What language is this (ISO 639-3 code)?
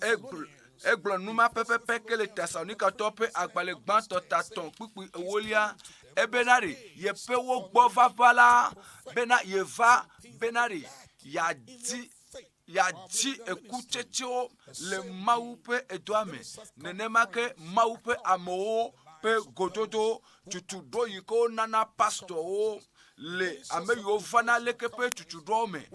ewe